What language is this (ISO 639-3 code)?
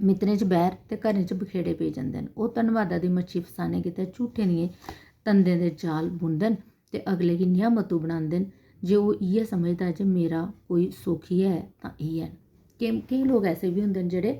doi